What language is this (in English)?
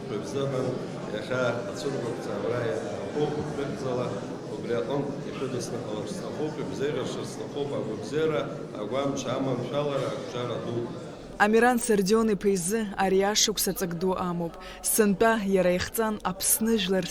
Abkhazian